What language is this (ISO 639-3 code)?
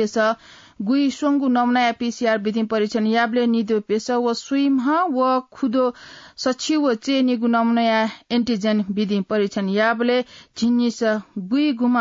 new